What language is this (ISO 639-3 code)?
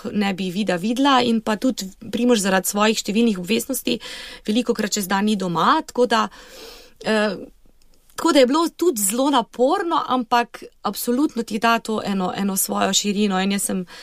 slv